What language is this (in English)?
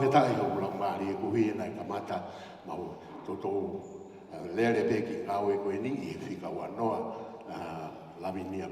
Tongan